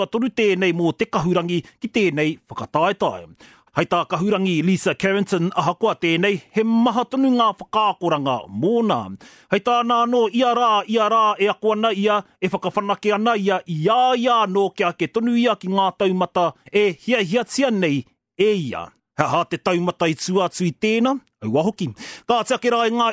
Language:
Māori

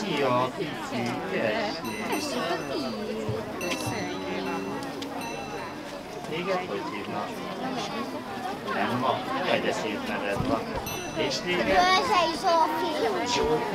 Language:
Hungarian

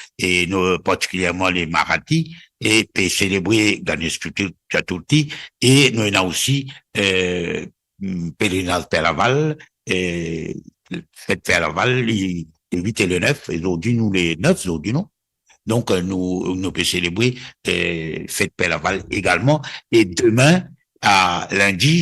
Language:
Morisyen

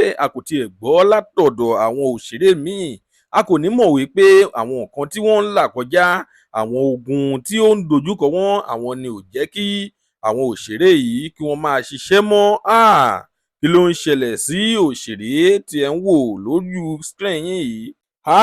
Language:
Yoruba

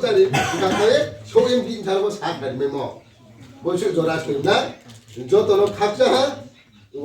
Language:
Riang (India)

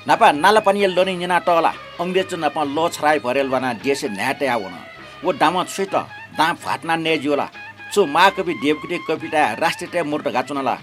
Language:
Newari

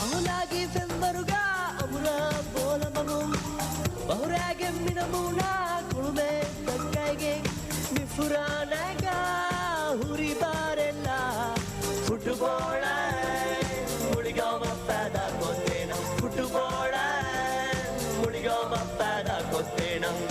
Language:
Divehi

